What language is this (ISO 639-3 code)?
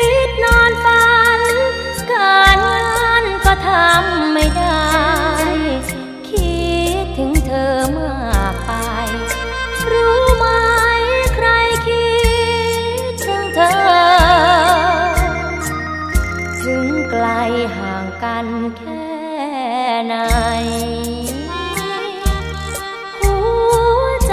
tha